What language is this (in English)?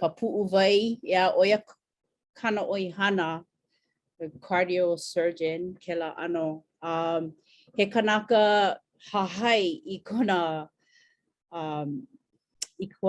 Hawaiian